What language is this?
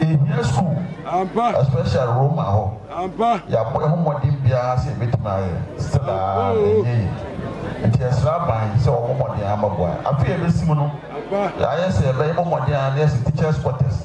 Akan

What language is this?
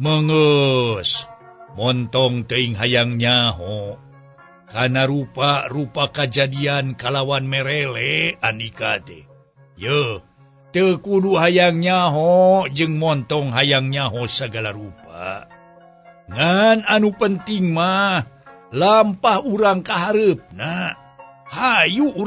Sundanese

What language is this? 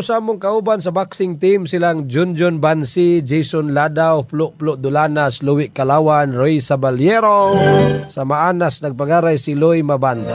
Cebuano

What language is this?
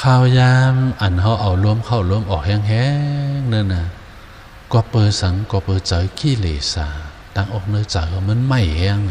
Shan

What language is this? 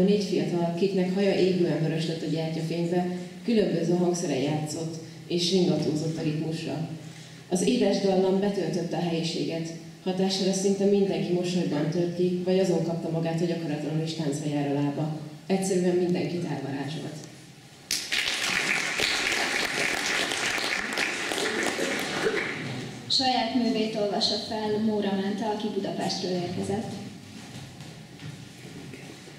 Hungarian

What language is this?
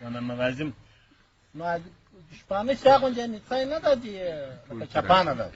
Pashto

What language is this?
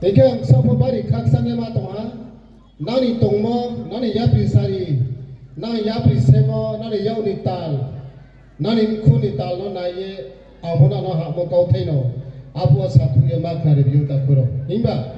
Riang (India)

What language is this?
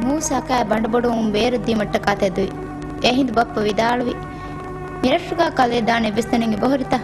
Divehi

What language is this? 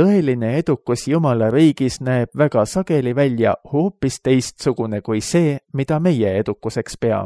Estonian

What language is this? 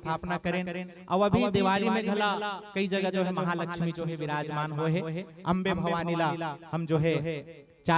Chhattisgarhi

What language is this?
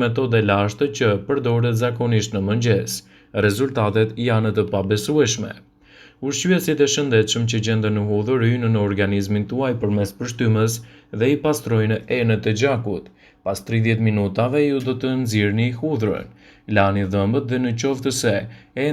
Albanian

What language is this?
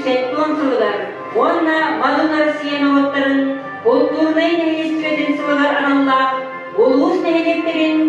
Yakut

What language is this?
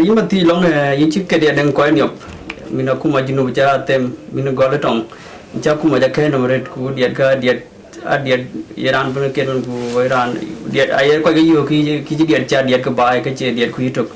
Dinka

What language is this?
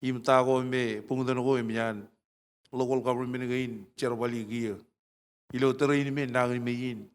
Marshallese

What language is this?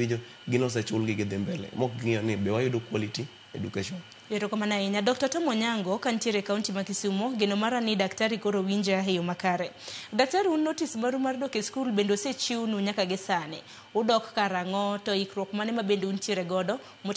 Luo (Kenya and Tanzania)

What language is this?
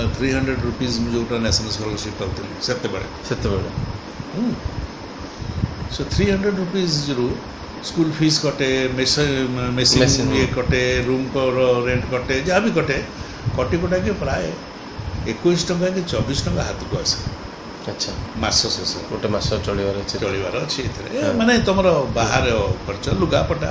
Odia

